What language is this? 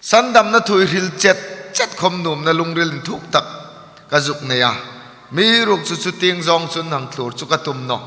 Hmar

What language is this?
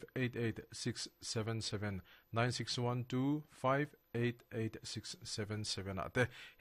Mizo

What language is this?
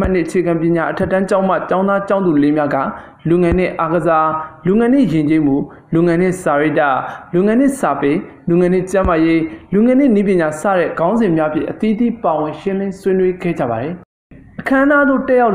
Burmese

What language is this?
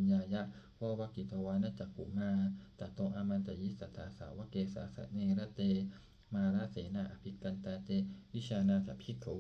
Pali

